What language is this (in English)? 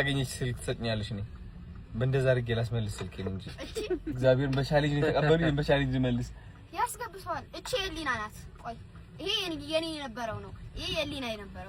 Amharic